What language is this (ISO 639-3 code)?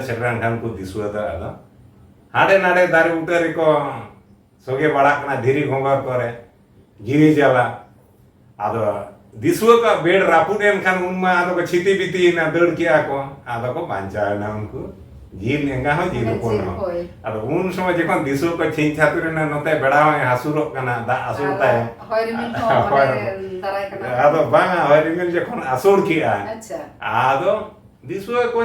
sat